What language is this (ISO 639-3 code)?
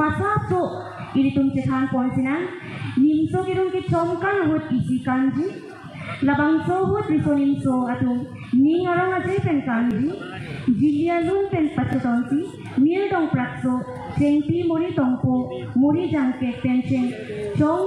mjw